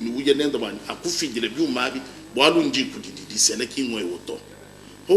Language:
Luba-Lulua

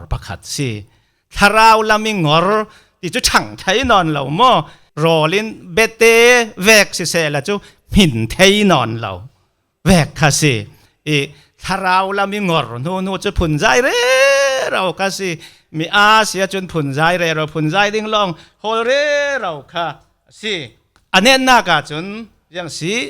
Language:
Falam Chin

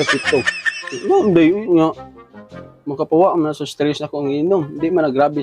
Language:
Cebuano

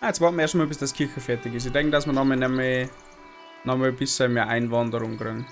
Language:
Bavarian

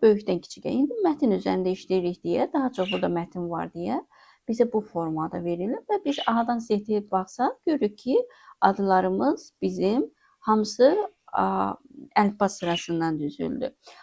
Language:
Azerbaijani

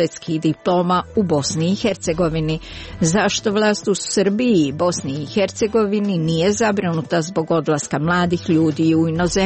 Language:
Croatian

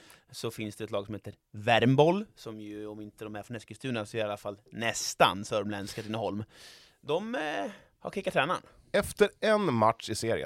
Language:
Swedish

